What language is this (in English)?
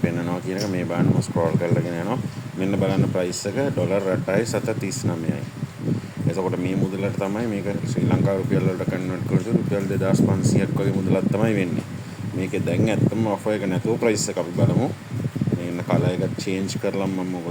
Sinhala